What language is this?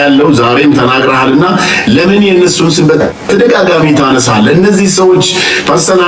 Amharic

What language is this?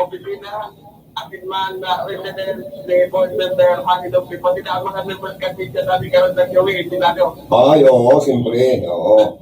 Bikol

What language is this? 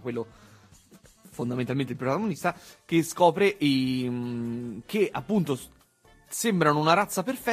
Italian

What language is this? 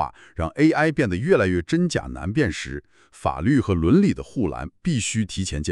Chinese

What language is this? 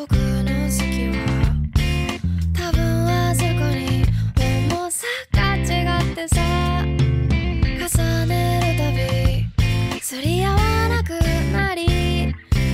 Japanese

